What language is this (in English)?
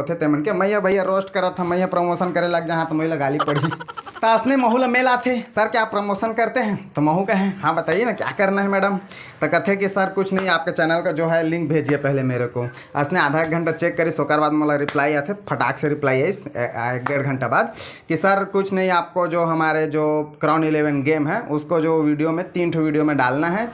Chhattisgarhi